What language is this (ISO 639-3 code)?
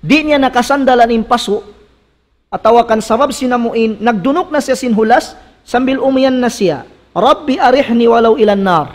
tsg